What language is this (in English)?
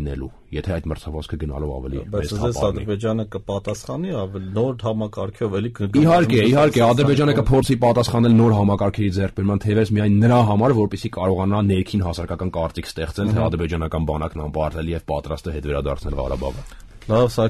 Armenian